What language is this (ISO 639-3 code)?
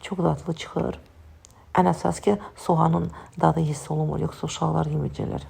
aze